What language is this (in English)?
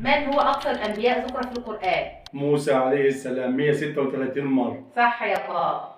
Egyptian Arabic